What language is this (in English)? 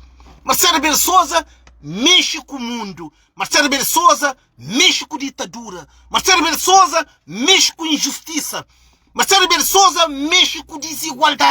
Kabuverdianu